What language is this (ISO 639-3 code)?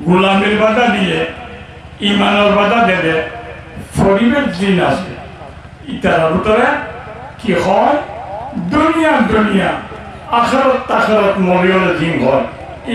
rhg